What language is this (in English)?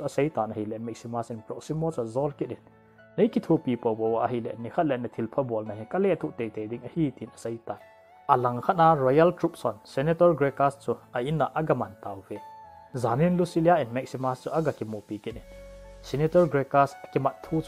Thado Chin